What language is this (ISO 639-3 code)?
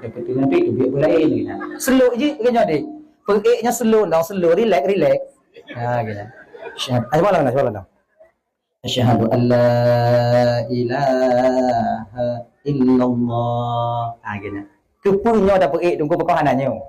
ace